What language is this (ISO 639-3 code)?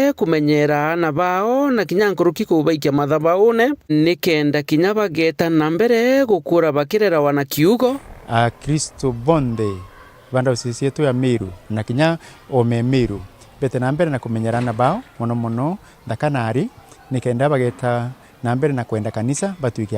mer